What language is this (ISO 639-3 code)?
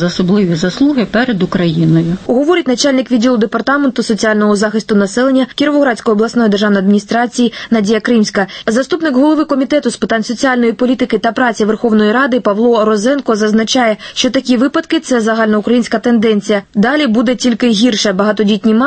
ukr